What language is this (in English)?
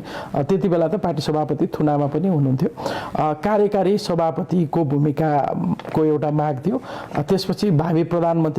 Nepali